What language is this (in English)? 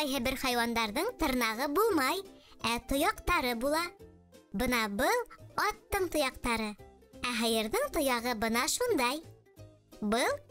Bashkir